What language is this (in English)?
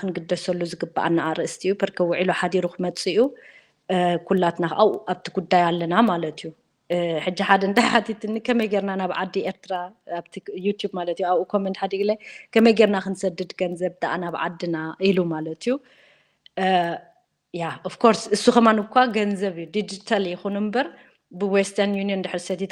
Tigrinya